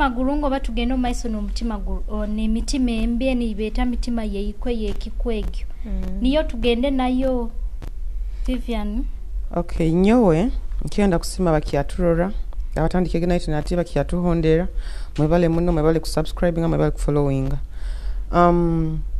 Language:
Nyoro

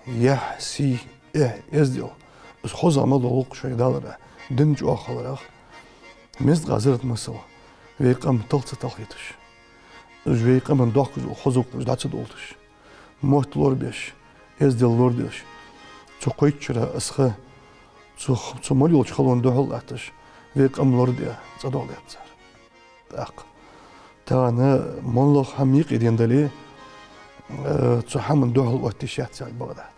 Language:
Ingush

